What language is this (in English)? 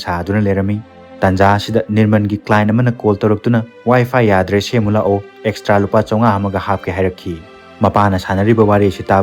Manipuri